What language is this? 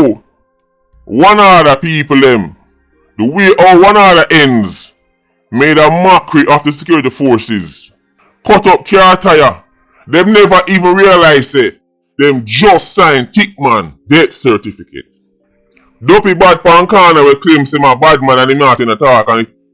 Jamaican Creole English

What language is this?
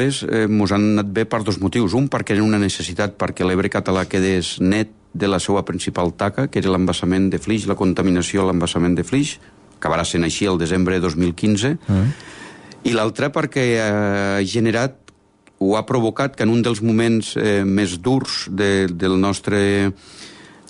Catalan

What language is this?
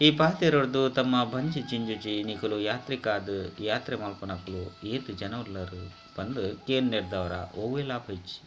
Tulu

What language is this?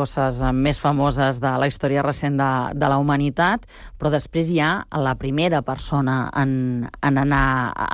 Catalan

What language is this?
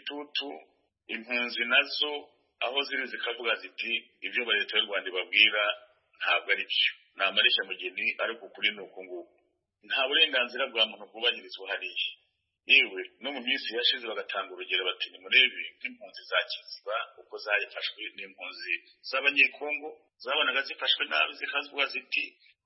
Kinyarwanda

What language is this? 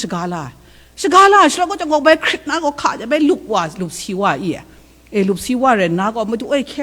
Kachin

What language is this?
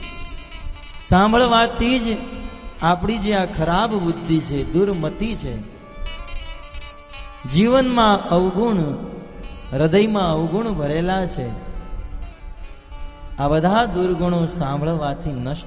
Gujarati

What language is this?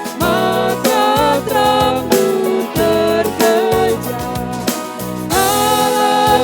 Batak Karo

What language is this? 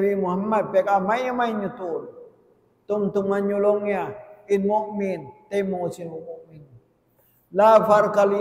Tausug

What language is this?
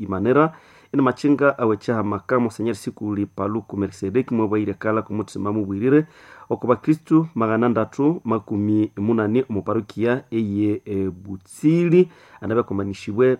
Nande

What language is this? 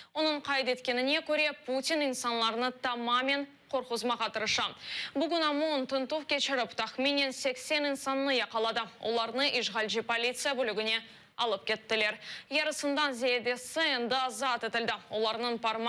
Crimean Tatar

